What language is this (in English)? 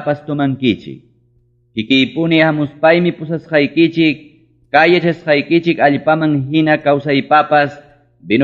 Ayacucho Quechua